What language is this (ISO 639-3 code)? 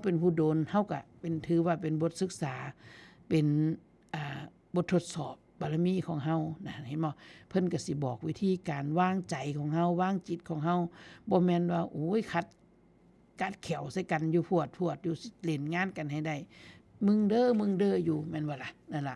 tts